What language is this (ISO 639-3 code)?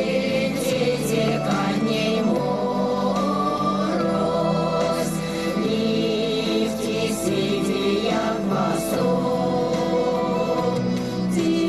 myv